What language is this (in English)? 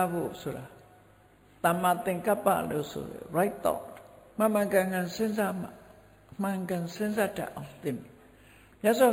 Burmese